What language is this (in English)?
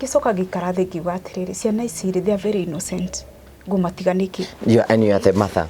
Kikuyu